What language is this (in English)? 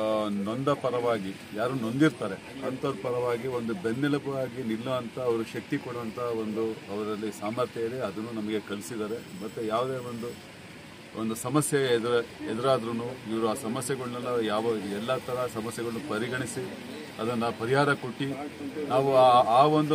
Kannada